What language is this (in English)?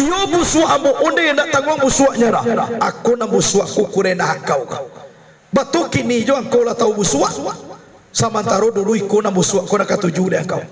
Minangkabau